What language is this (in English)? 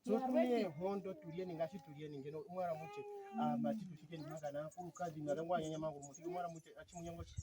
Ndonga